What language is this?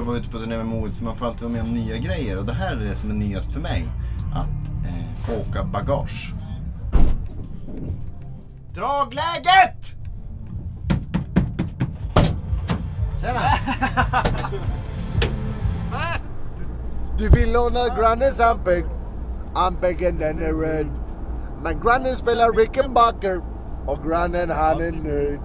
Swedish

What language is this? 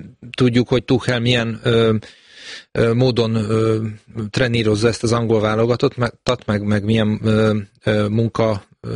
Hungarian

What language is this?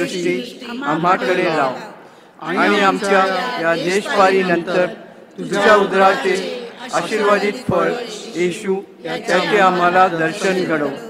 Marathi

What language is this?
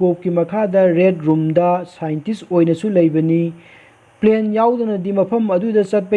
Manipuri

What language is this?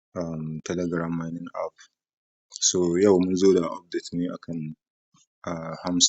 Hausa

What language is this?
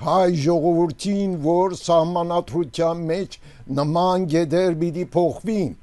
Armenian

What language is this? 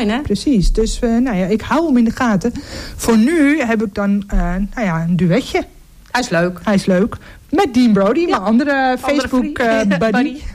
Dutch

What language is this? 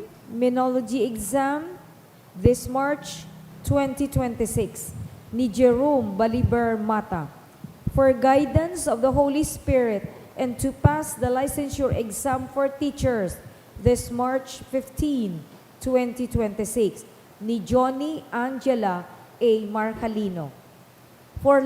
Bikol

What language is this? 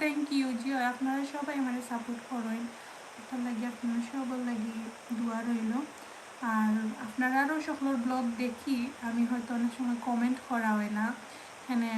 Sylheti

